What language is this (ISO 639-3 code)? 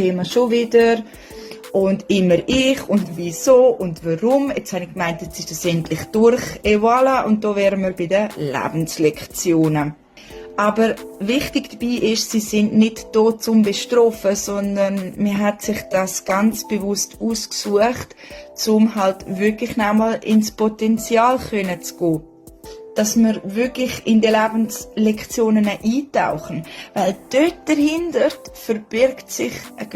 gsw